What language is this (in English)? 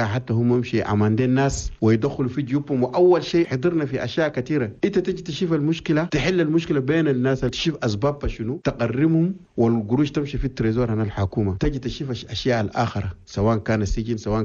Chadian Arabic